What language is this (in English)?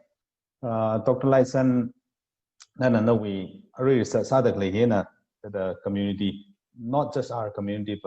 Tangkhul Naga (India)